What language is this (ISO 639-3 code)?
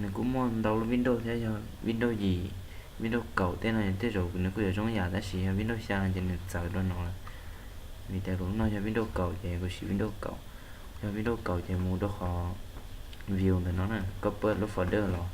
hmn